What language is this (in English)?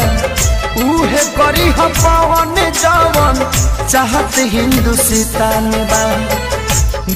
Bhojpuri